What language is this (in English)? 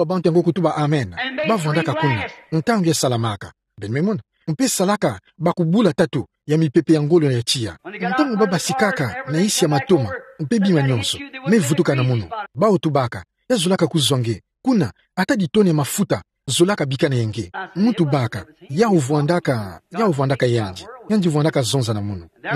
Kituba (Democratic Republic of Congo)